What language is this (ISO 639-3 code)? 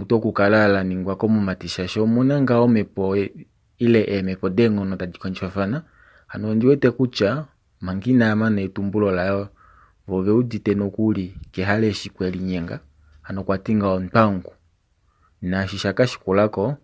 kua